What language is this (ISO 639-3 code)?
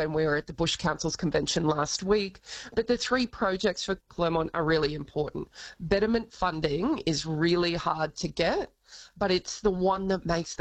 eng